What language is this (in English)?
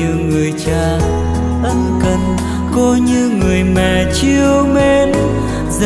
Vietnamese